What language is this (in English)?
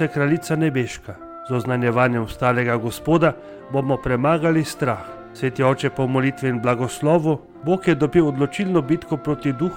Slovenian